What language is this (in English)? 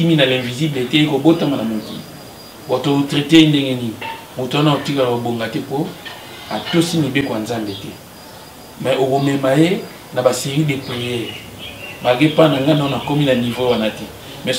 Lingala